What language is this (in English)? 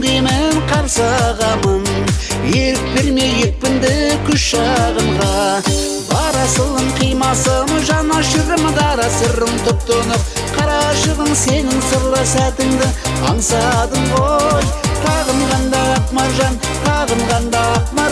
Kara-Kalpak